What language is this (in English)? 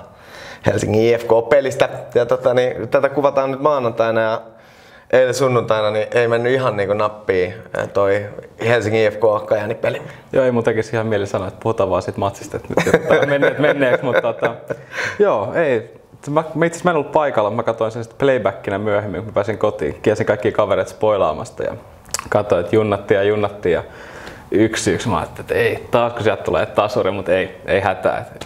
Finnish